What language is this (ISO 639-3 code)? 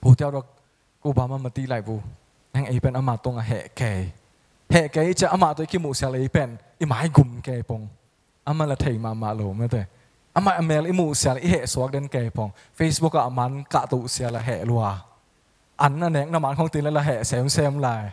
ctd